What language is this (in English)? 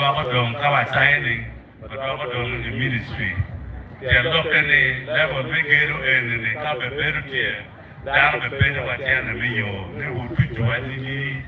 Acoli